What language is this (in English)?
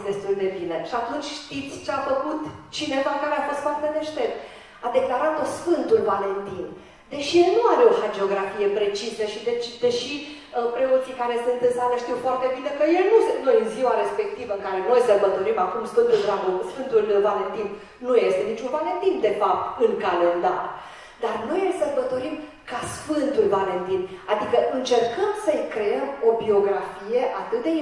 Romanian